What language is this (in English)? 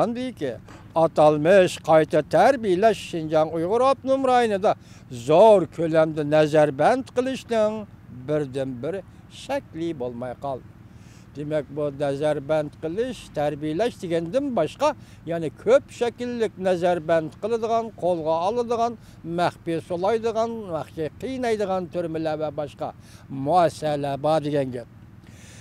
Uyghur